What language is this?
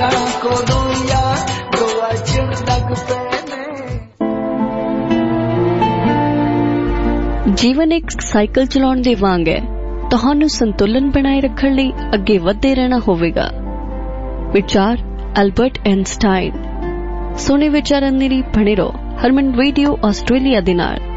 Punjabi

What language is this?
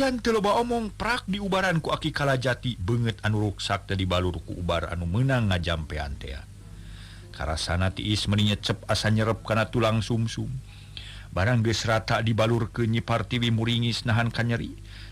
Sundanese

